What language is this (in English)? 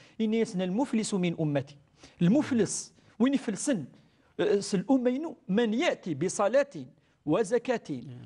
Kabyle